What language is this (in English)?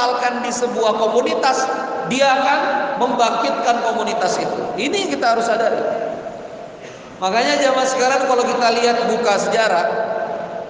Indonesian